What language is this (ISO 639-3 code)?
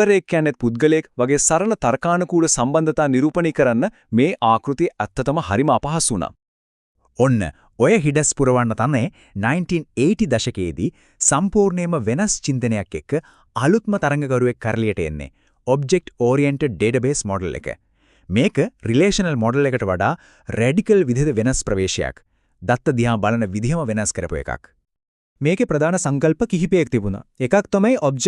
sin